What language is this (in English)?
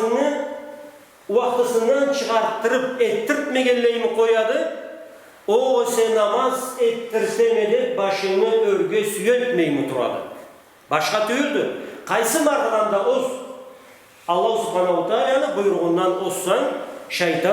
Karachay-Balkar